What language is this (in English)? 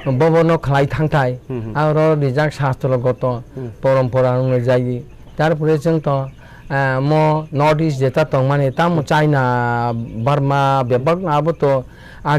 Kok Borok